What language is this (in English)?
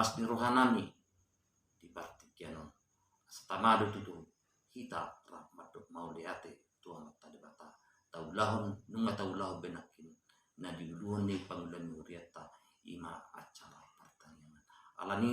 Batak Toba